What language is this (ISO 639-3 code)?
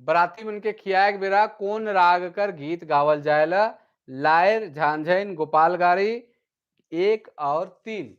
sck